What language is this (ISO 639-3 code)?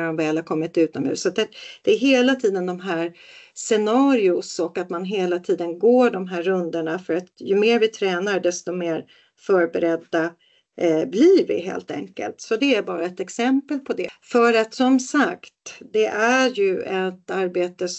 swe